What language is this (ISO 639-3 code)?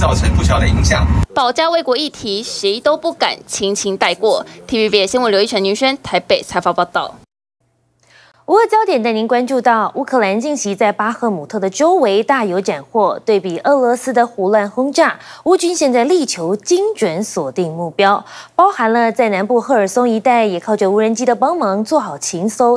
zho